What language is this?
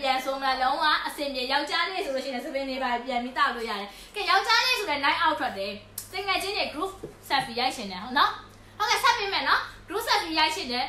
Burmese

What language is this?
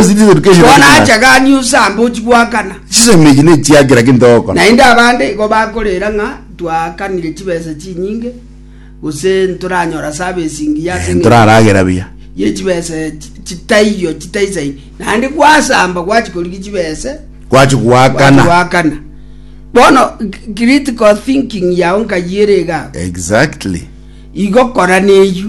Gusii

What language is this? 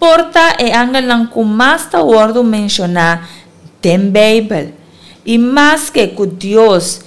Papiamento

